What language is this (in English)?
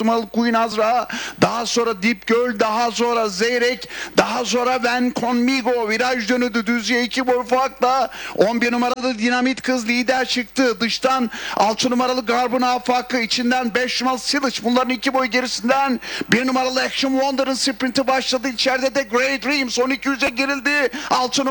Turkish